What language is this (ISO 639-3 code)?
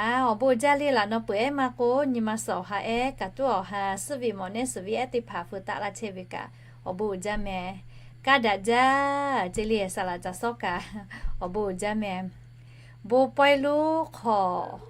lhu